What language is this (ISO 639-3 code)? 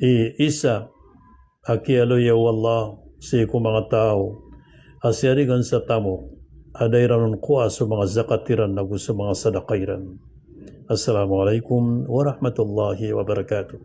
mrw